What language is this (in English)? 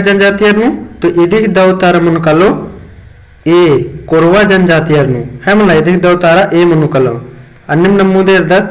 Kurukh